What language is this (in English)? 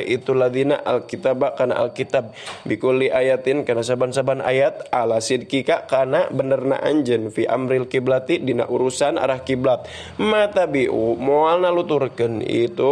Sundanese